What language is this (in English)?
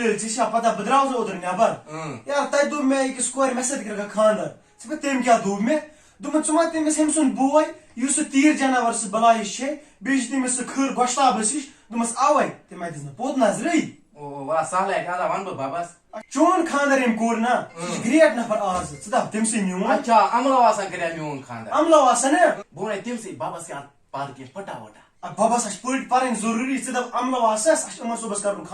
Kashmiri